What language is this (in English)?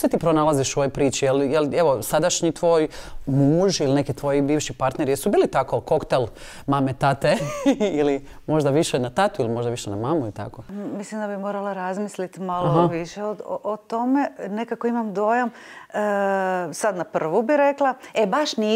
Croatian